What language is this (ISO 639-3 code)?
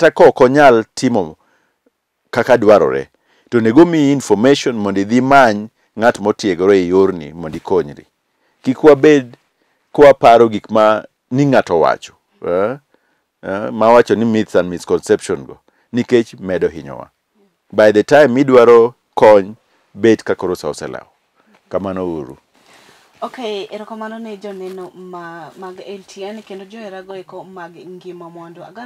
luo